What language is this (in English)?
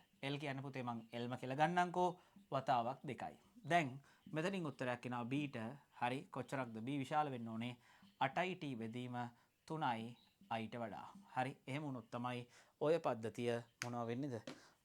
Sinhala